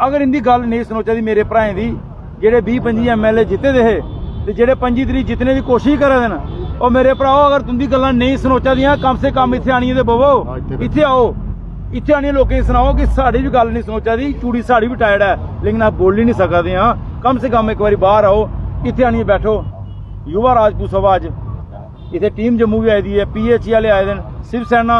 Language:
Dogri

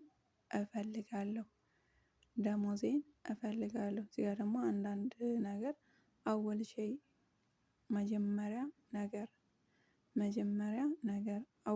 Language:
Amharic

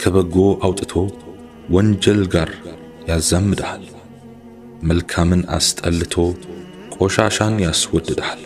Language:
Amharic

